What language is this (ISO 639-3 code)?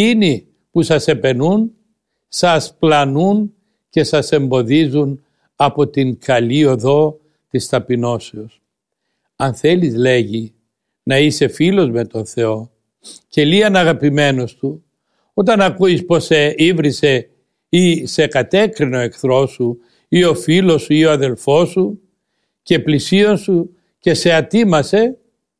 ell